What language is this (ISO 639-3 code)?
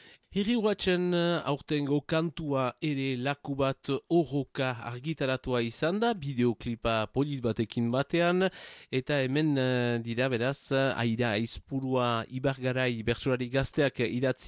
eus